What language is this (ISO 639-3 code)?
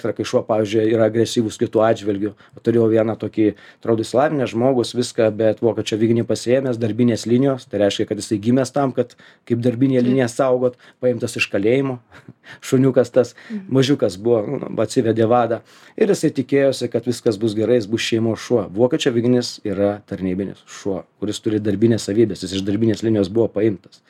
lit